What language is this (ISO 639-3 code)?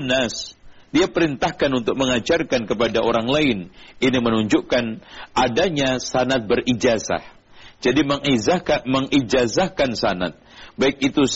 ind